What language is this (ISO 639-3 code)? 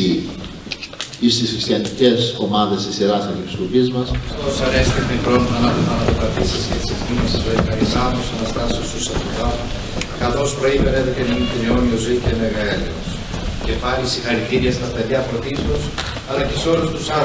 ell